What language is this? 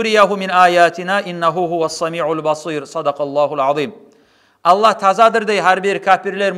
Kumyk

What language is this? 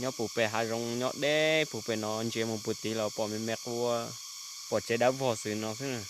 Hmong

